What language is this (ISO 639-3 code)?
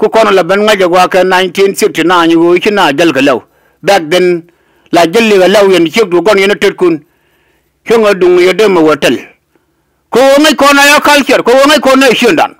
nus